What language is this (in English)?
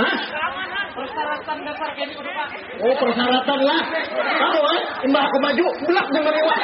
Banjar